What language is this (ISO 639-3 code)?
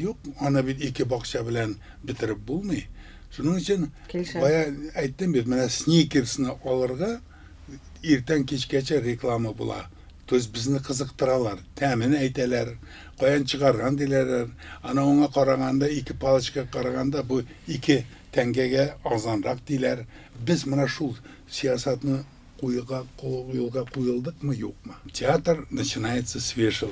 tat